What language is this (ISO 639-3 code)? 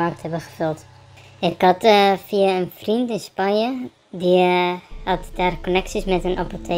nld